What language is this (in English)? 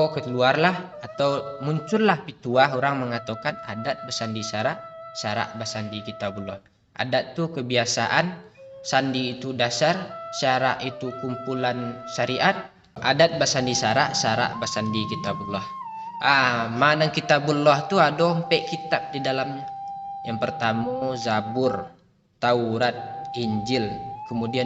Minangkabau